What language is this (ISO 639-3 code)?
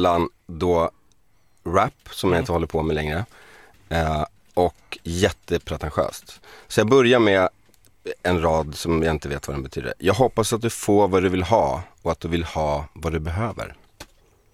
swe